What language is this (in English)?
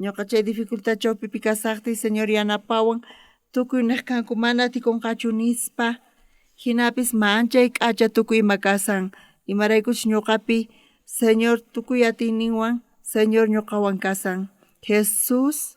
South Bolivian Quechua